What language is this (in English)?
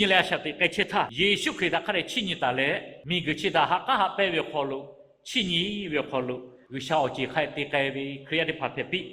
Lahu